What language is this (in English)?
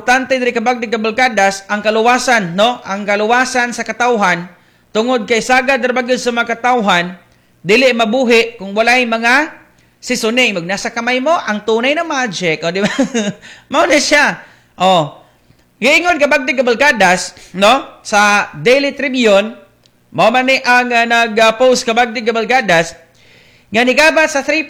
Cebuano